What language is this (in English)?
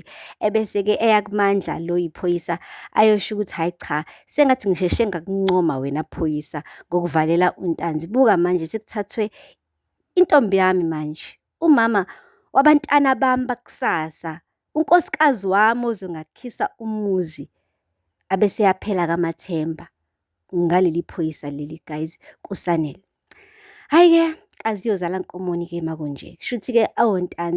Zulu